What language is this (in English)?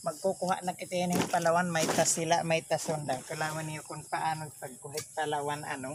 Waray